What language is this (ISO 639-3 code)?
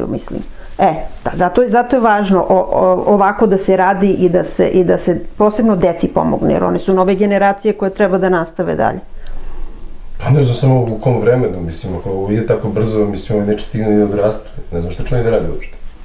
srp